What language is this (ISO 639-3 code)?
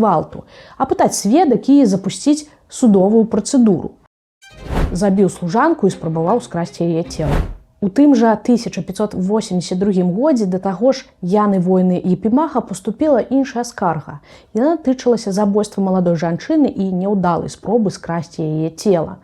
bel